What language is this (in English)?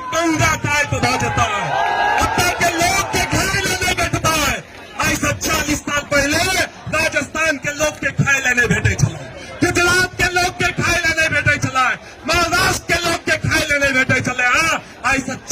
Maithili